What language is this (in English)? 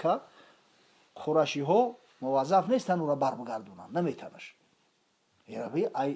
Tajik